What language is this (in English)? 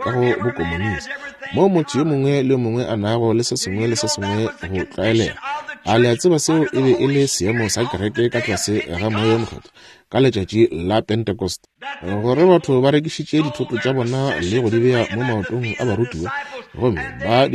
Northern Sotho